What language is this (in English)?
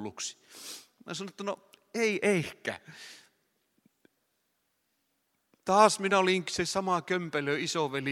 Finnish